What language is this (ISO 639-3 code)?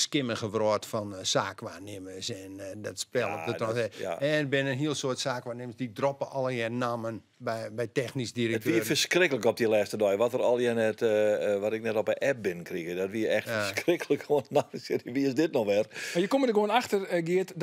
fry